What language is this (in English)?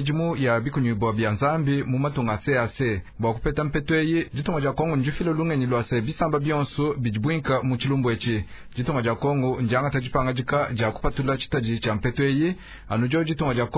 Luba-Lulua